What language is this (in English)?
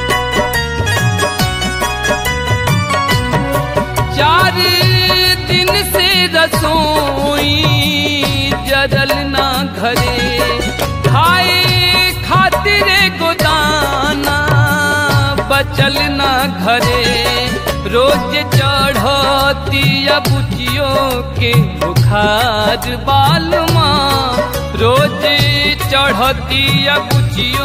Bhojpuri